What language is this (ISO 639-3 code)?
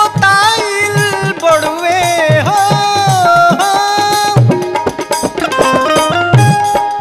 bho